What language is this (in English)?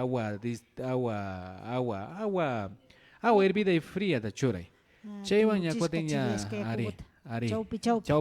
Imbabura Highland Quichua